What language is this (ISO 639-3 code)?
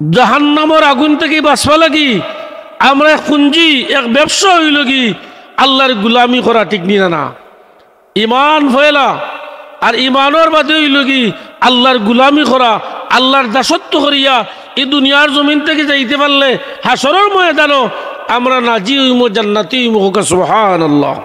syl